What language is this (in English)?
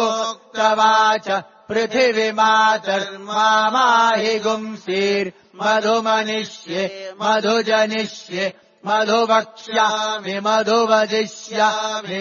Sanskrit